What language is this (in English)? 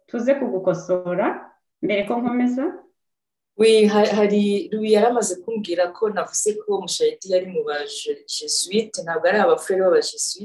Kinyarwanda